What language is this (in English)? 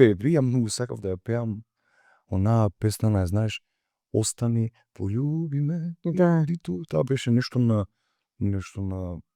Macedonian